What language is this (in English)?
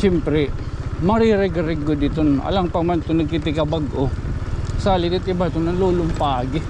Waray